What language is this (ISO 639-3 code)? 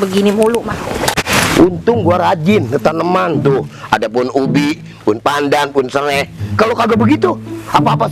bew